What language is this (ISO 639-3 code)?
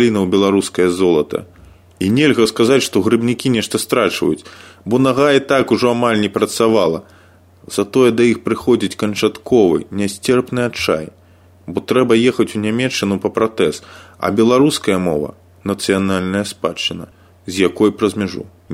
bel